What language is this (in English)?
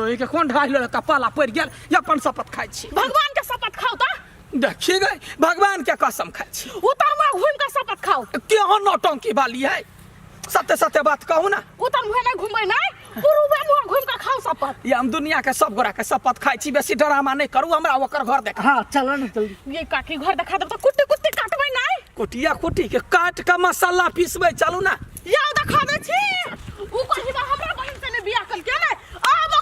Maithili